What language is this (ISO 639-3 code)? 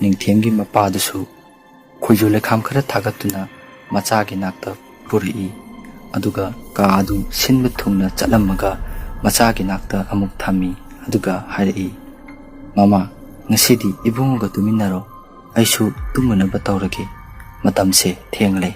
mni